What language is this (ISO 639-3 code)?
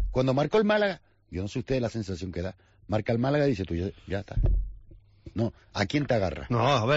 spa